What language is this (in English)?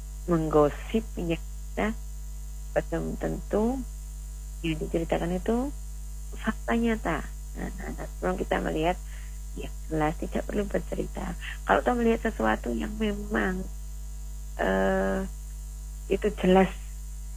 Indonesian